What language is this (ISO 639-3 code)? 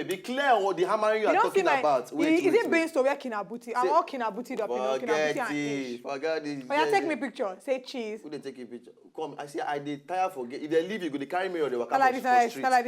pcm